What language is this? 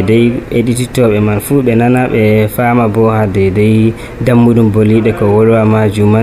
Nigerian Fulfulde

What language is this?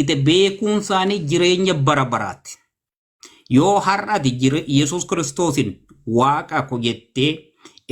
Oromo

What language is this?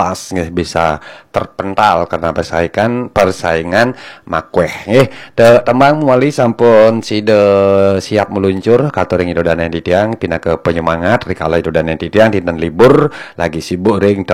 Balinese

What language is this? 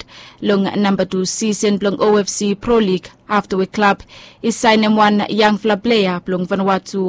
Bislama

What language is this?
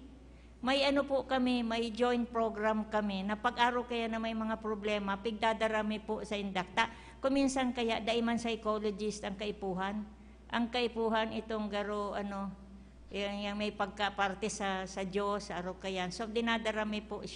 Bikol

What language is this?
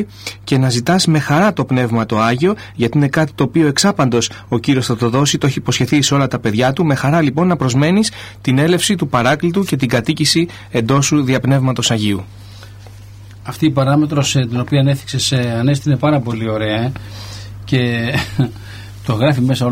Greek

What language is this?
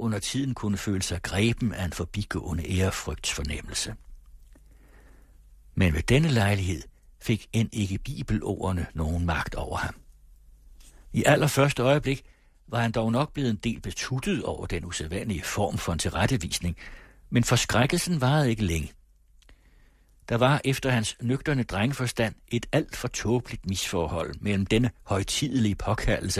Danish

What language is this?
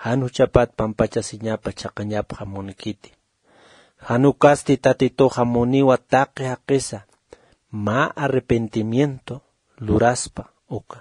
Aymara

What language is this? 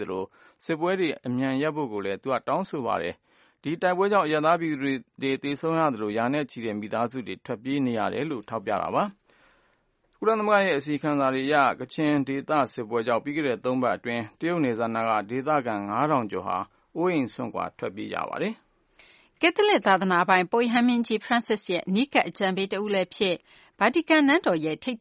Burmese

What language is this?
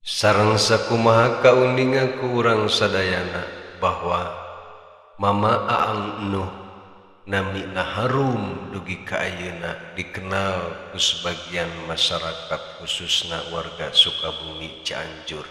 Sundanese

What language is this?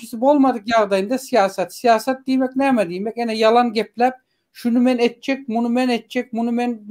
Turkmen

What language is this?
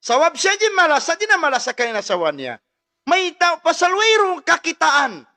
Tausug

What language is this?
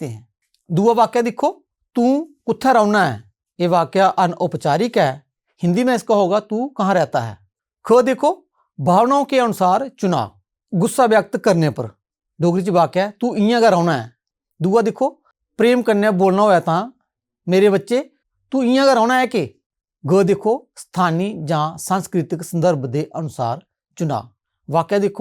Dogri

